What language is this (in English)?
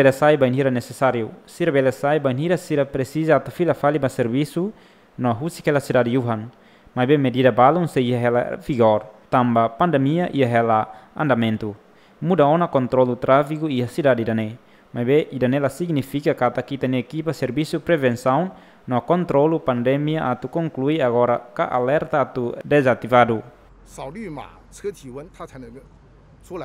Tetum